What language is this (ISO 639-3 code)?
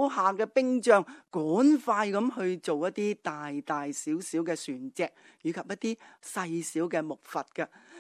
yue